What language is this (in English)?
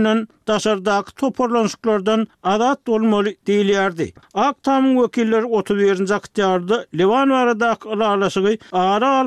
Turkmen